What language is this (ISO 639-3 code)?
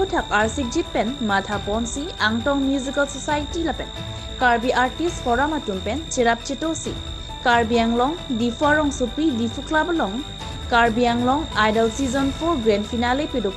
mjw